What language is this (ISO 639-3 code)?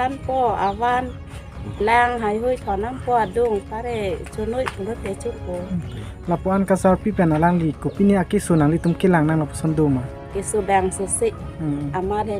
mjw